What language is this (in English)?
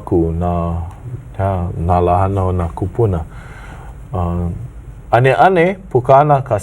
Hawaiian